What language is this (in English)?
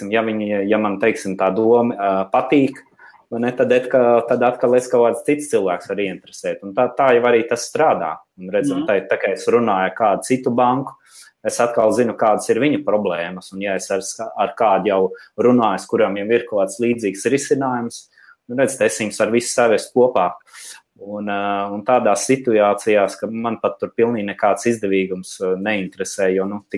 Latvian